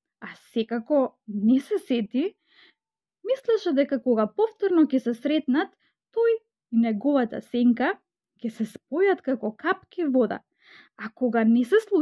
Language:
Macedonian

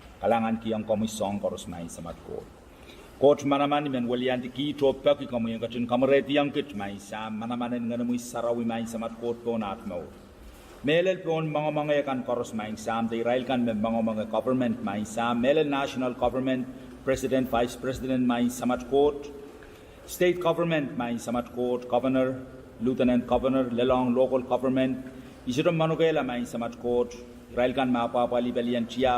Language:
Pohnpeian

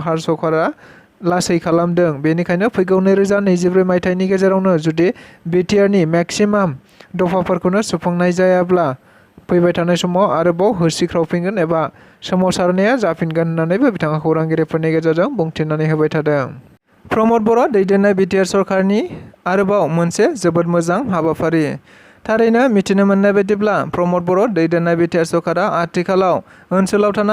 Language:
Bodo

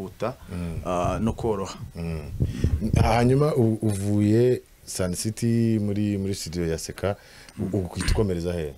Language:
Kinyarwanda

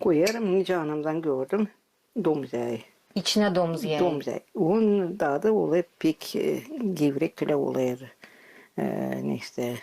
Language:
Gagauz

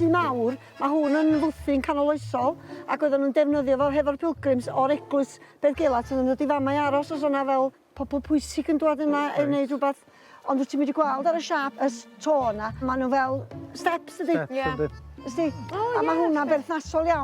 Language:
Welsh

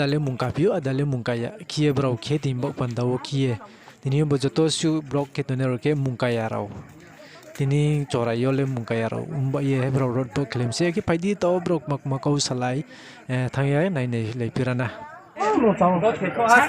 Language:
Riang (India)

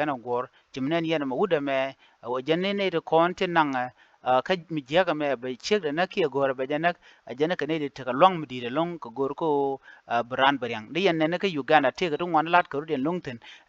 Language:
Nuer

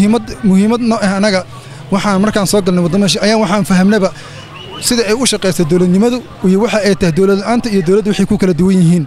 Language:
Somali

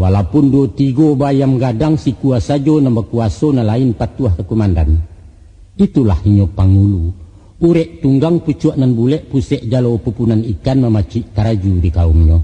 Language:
Minangkabau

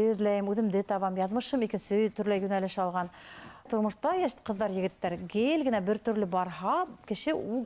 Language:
Bashkir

